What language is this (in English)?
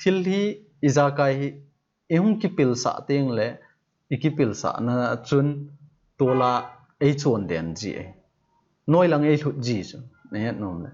Thado Chin